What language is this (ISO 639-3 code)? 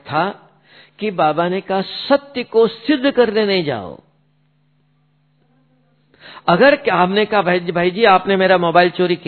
hin